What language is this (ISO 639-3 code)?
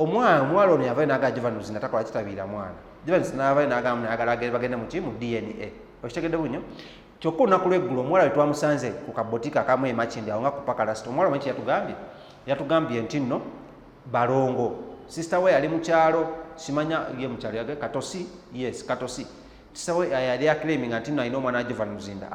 lug